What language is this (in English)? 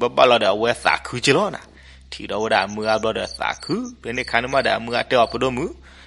S'gaw Karen